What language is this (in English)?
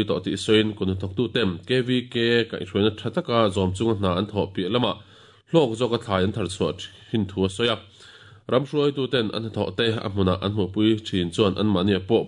Mizo